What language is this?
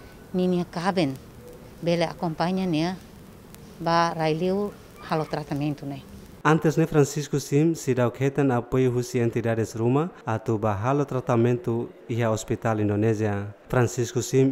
Tetum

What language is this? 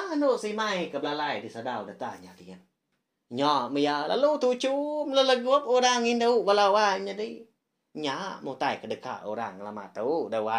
Iban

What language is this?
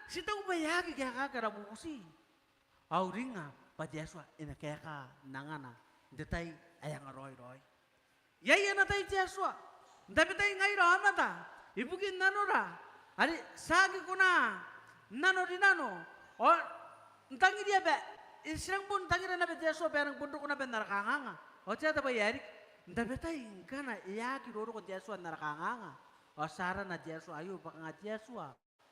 Gilbertese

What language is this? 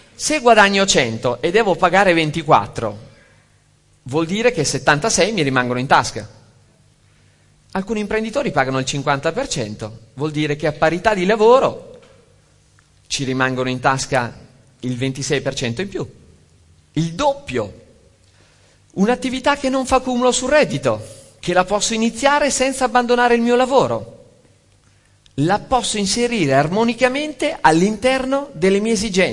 Italian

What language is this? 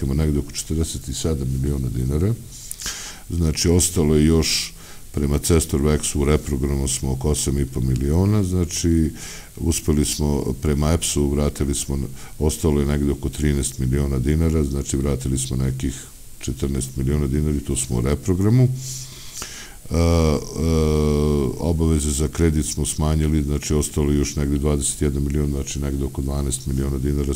Serbian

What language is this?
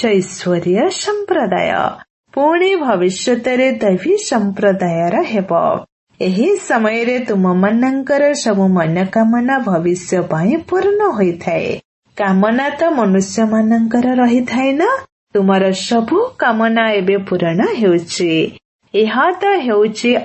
Odia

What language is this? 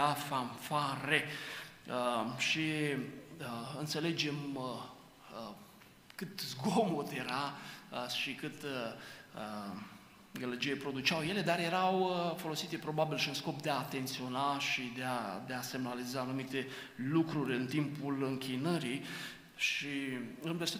Romanian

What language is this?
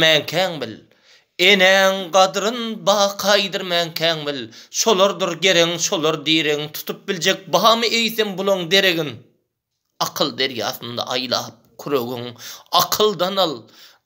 Turkmen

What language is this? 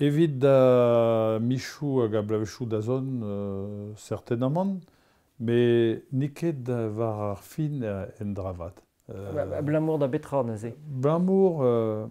Breton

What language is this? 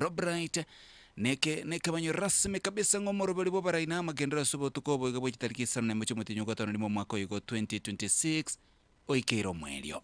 Gusii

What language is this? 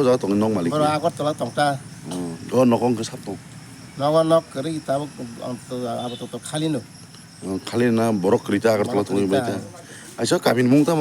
Kok Borok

